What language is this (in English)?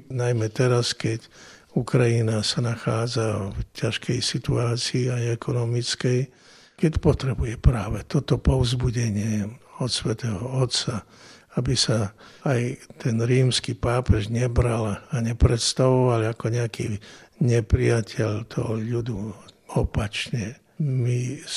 Slovak